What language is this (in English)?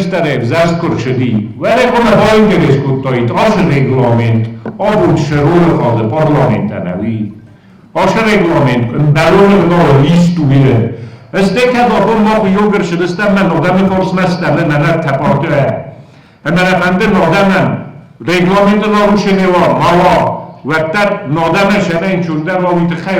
Ossetic